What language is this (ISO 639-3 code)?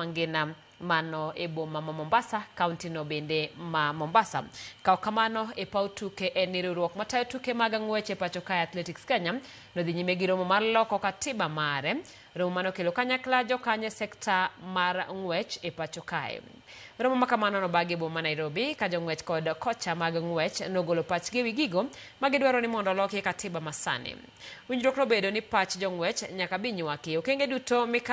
luo